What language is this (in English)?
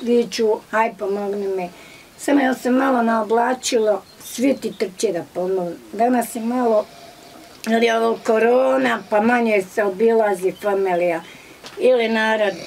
Bosnian